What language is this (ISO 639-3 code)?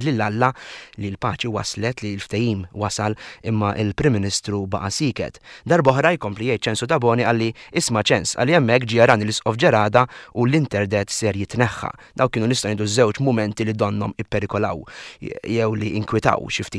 mlt